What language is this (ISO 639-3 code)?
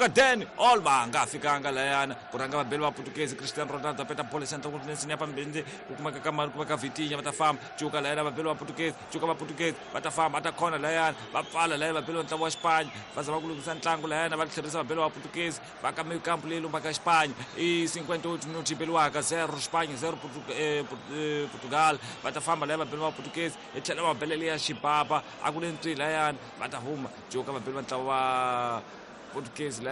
tso